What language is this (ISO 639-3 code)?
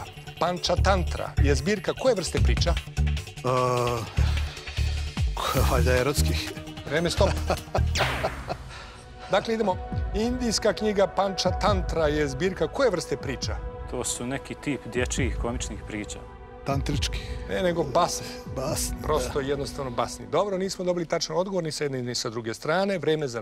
srp